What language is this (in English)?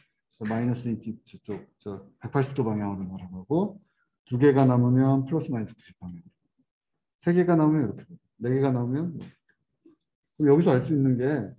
Korean